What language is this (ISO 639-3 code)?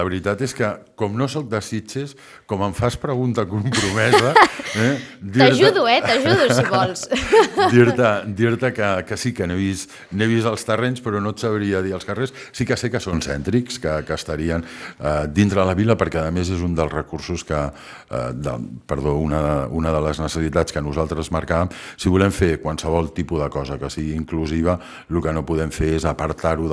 cat